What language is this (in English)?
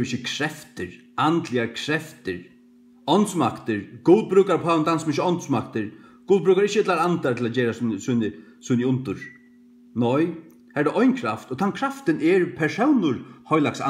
Faroese